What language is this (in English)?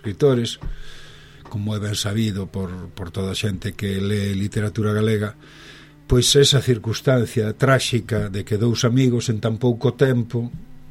Galician